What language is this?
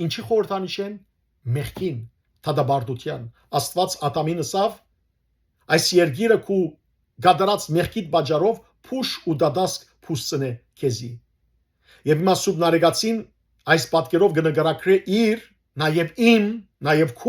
Western Armenian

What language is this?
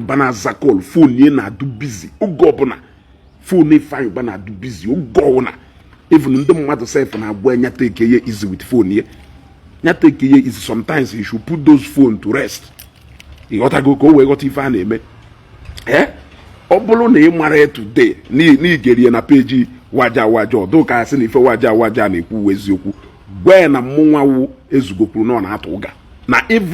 Igbo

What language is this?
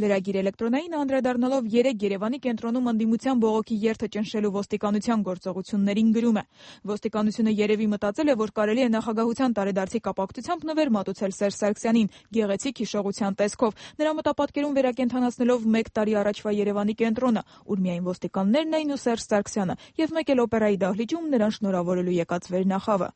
Armenian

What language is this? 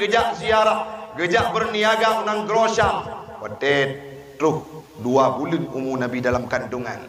Achinese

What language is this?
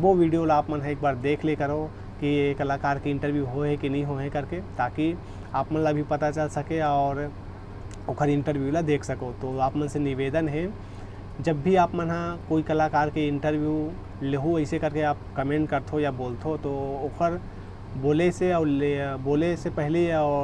Chhattisgarhi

